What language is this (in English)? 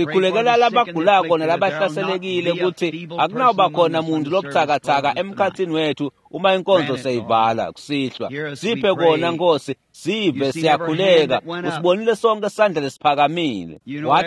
Swati